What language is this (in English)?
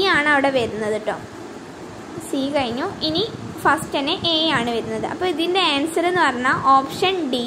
Malayalam